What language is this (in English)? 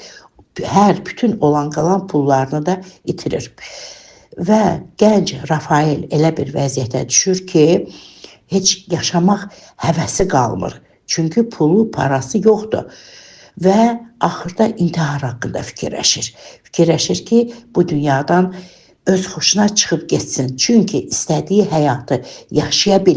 Azerbaijani